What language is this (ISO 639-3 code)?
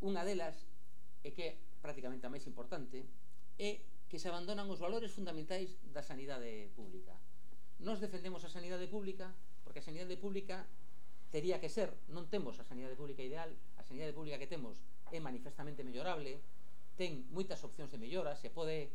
glg